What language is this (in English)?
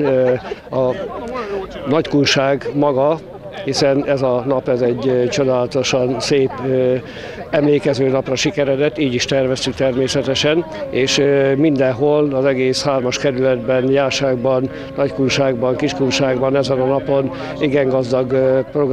Hungarian